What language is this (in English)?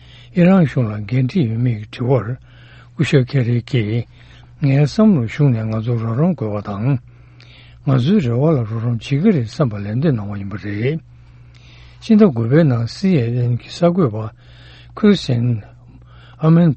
Tibetan